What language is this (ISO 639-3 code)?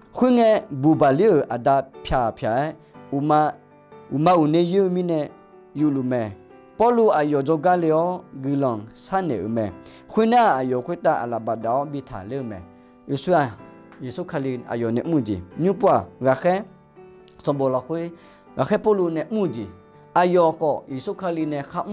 ahk